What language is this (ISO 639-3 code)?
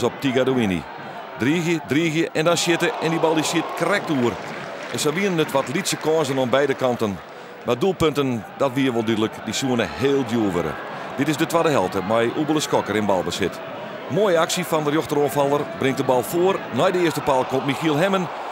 fry